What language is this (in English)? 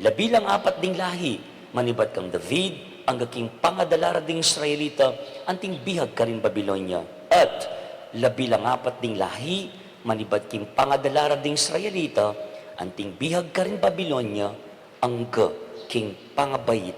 Pampanga